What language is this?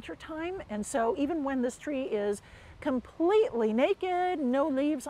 English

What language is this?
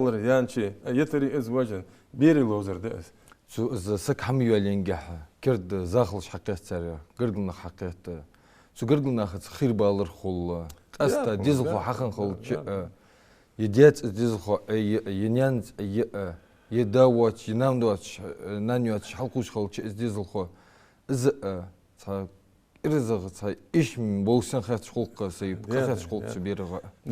Ingush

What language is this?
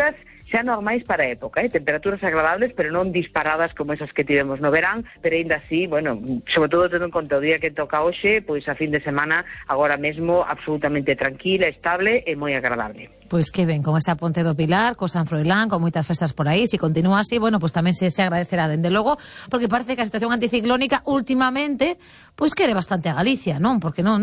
Galician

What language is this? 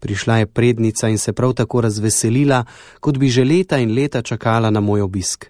Slovenian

